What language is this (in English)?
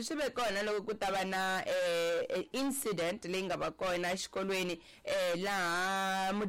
Tsonga